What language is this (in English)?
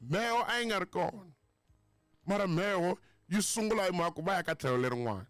Tsonga